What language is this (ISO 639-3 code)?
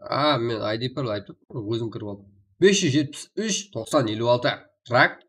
kaa